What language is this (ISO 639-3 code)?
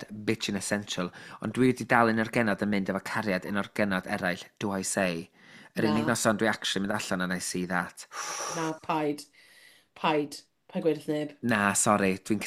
cym